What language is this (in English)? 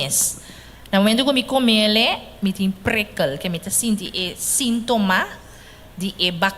Papiamento